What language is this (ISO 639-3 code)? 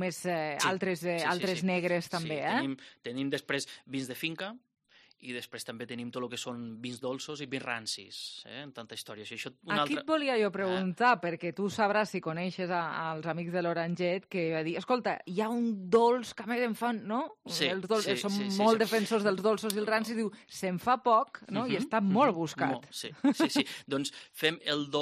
cat